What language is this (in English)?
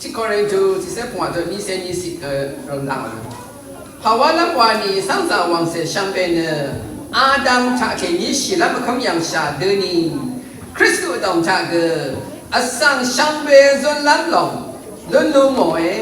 Rawang